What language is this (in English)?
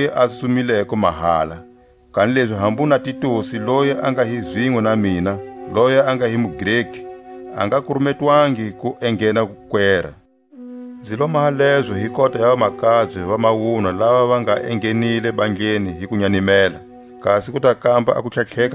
Tswa